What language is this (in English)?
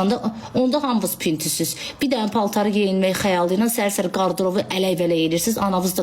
Azerbaijani